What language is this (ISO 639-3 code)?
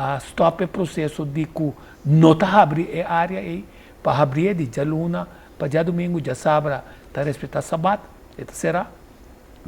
pap